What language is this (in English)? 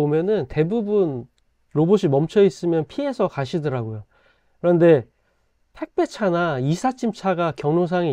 Korean